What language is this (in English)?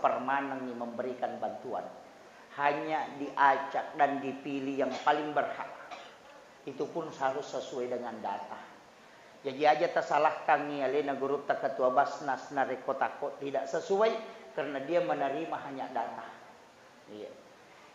Buginese